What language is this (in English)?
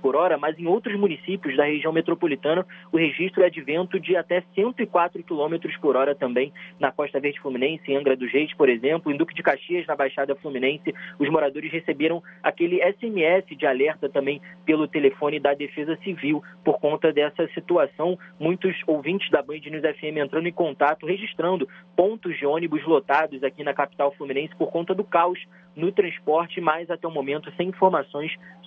Portuguese